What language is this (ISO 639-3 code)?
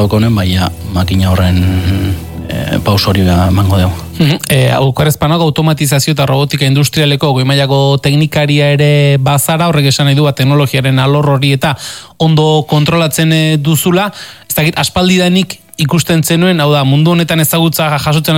eus